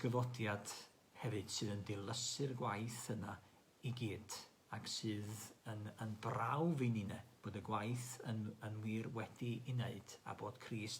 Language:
Welsh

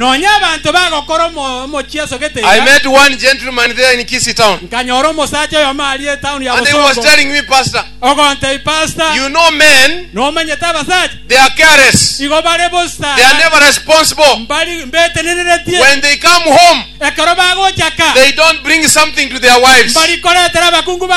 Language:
Gusii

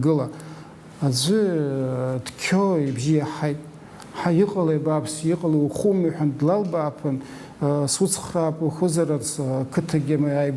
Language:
Abkhazian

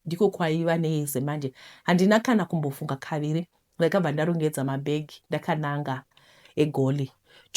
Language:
Shona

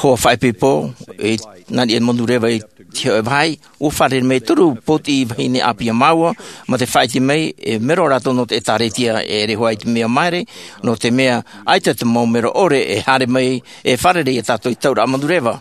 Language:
Tahitian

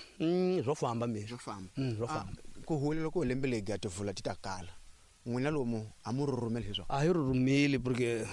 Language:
Tsonga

